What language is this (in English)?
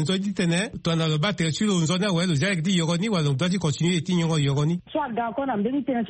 Sango